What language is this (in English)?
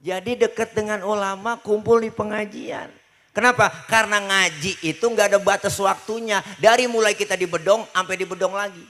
Betawi